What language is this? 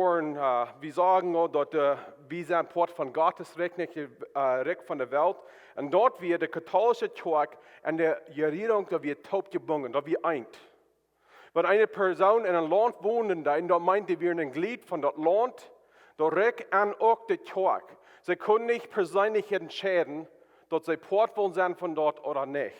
Plautdietsch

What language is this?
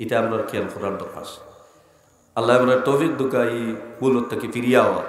Sylheti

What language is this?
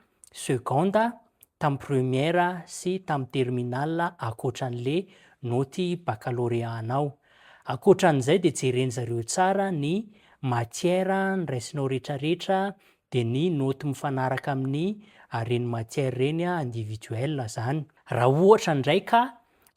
Malagasy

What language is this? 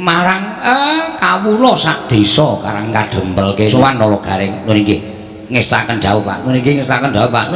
Javanese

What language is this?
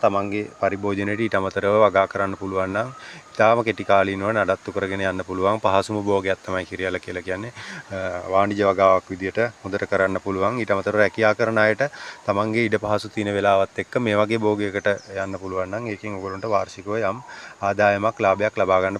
Sinhala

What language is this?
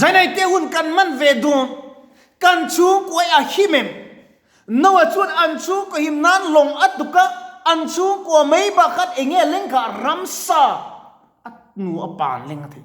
Mizo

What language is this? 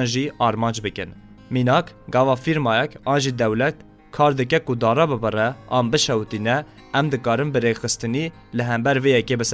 Kurdish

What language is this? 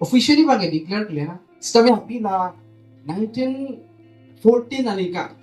Karbi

